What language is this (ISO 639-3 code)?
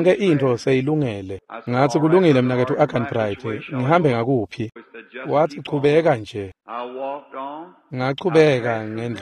ssw